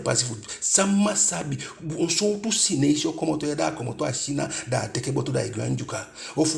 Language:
Eastern Maroon Creole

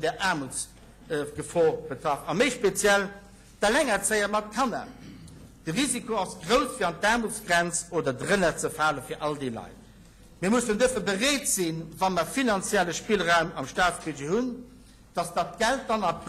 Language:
Luxembourgish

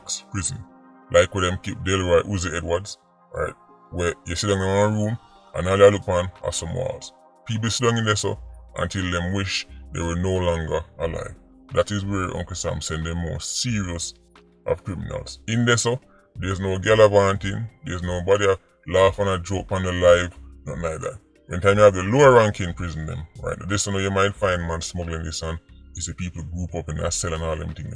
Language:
Jamaican Creole English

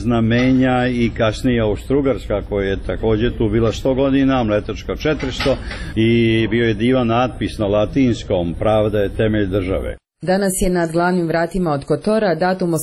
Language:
Croatian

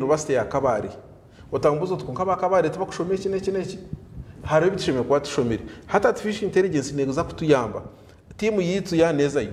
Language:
Nyankole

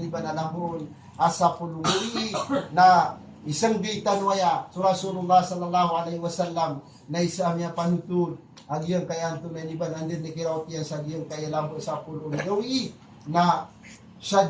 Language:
Maranao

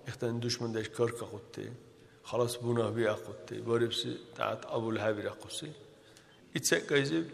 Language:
Dargwa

